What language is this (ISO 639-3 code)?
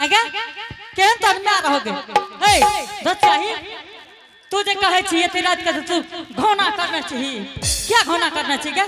anp